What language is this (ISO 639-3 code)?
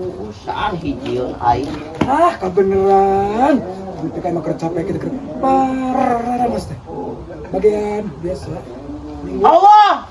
sun